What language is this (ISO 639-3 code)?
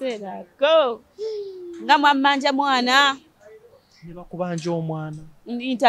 lug